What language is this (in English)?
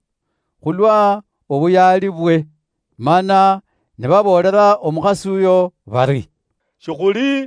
Luyia